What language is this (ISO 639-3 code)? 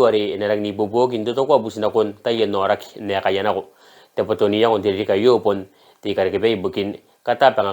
gil